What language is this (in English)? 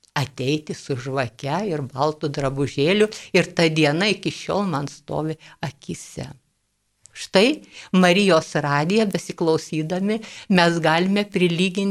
Lithuanian